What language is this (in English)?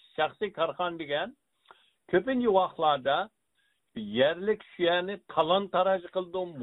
Uyghur